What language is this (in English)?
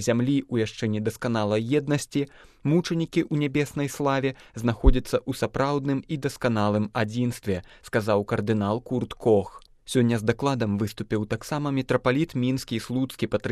Belarusian